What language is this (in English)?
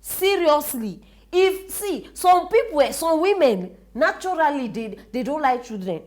Nigerian Pidgin